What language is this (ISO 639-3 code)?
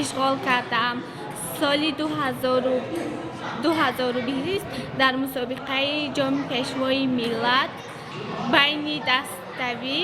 tgk